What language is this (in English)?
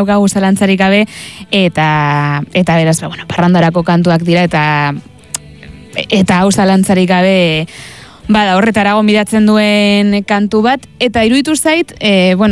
Basque